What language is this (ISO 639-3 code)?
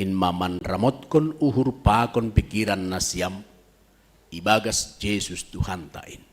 bts